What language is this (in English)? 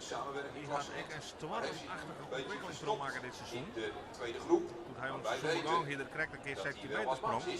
Western Frisian